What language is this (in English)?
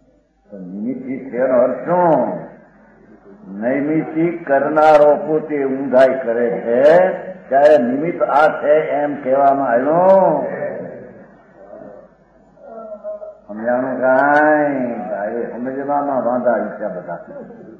Gujarati